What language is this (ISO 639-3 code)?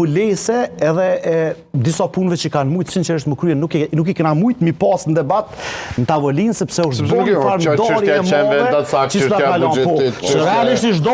sqi